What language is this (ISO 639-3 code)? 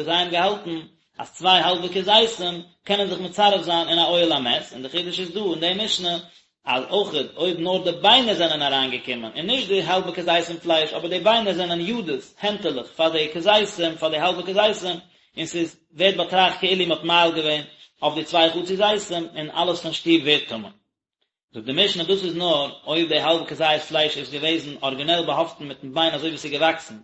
yid